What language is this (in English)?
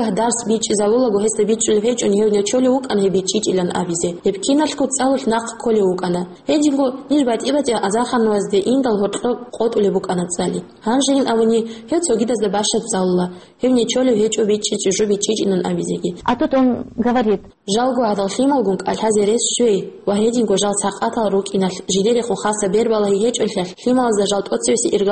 Avaric